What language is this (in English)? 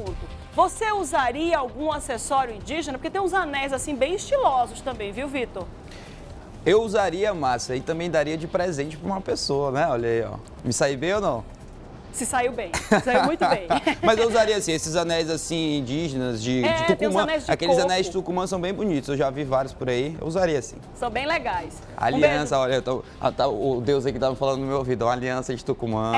Portuguese